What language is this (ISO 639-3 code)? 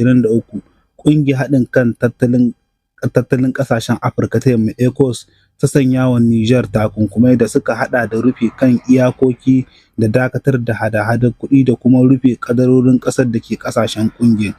hau